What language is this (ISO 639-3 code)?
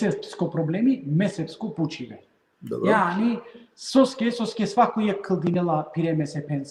rmn